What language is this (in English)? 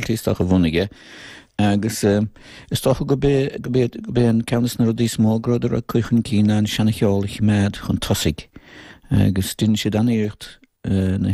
Irish